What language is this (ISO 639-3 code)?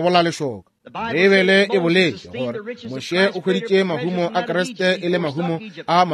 nso